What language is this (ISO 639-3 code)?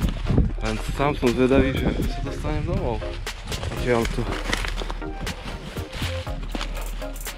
slk